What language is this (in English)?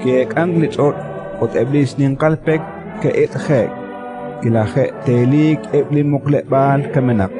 Kekchí